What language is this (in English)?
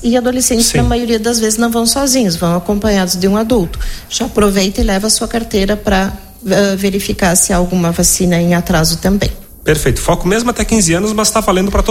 Portuguese